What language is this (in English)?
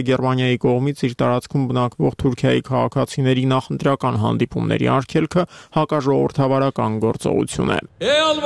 Armenian